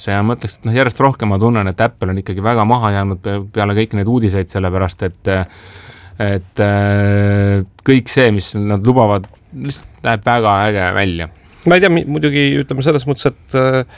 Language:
Estonian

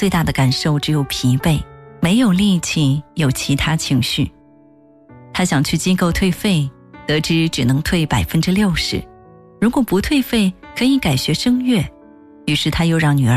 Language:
Chinese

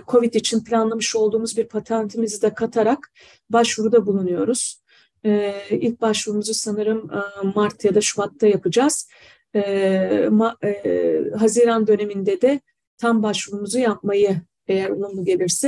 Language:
Turkish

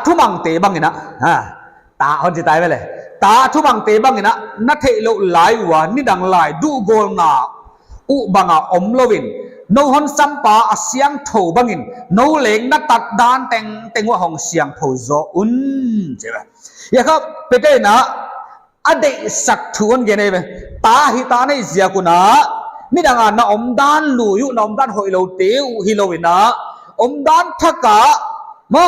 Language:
Paite Chin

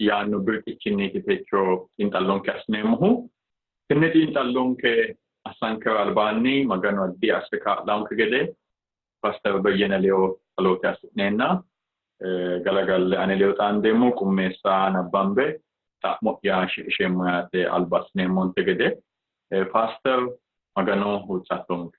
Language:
Sidamo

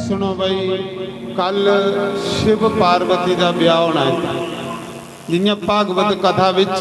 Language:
Dogri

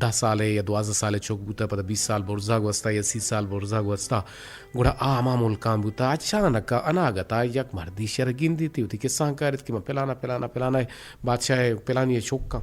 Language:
Eastern Balochi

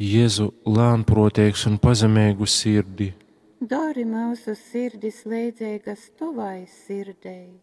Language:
Latgalian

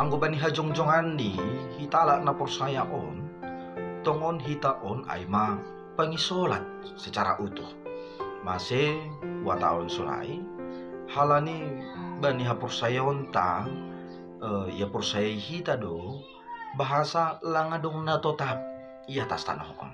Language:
Batak Simalungun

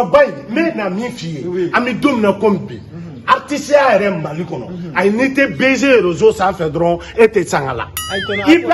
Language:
Bambara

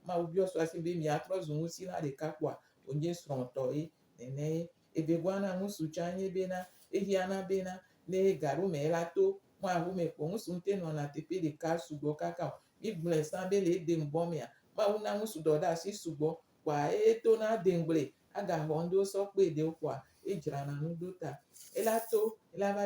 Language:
Gen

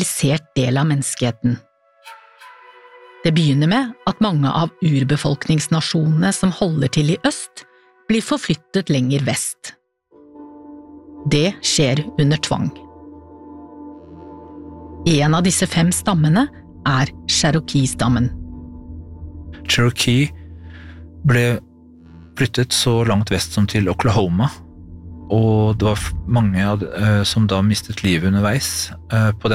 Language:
Norwegian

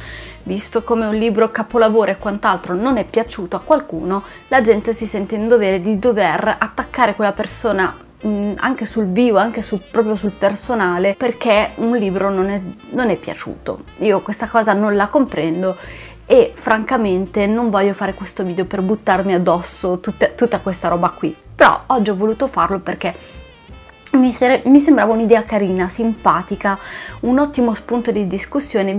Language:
Italian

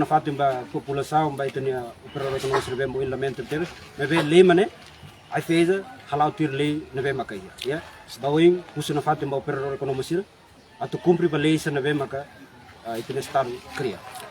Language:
Tetum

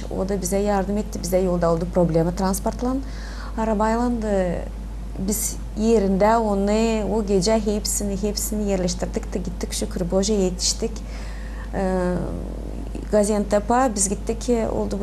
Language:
Gagauz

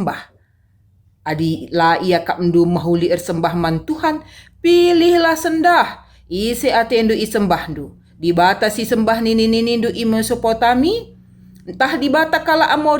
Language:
Batak Karo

